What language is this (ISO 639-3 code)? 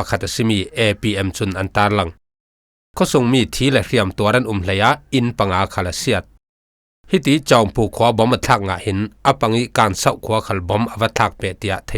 cfm